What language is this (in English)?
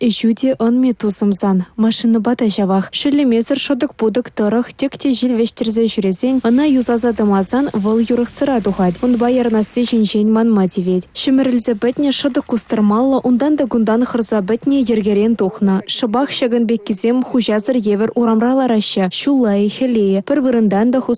Chuvash